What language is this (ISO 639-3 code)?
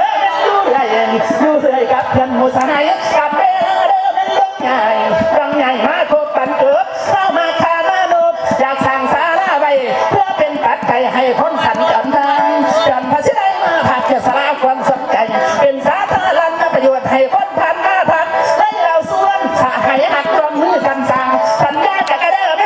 tts